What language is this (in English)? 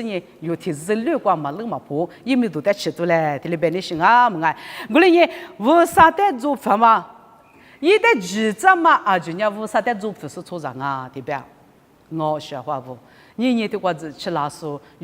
Lisu